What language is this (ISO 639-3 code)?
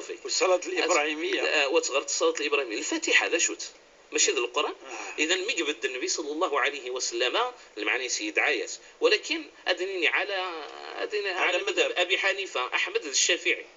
ary